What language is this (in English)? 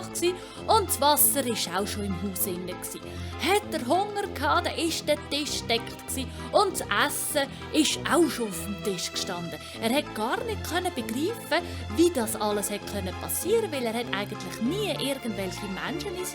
Swiss German